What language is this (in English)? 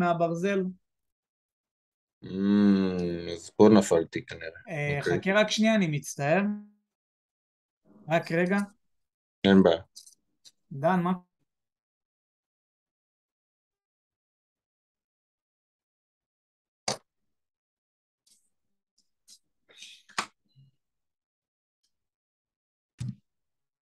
Hebrew